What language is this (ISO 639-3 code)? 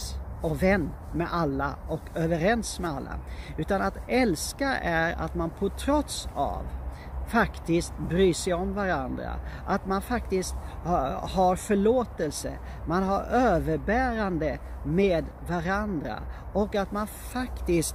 swe